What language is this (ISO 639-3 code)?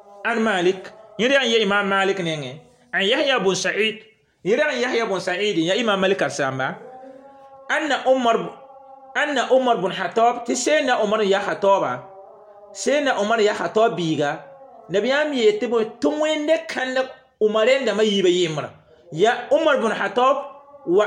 mos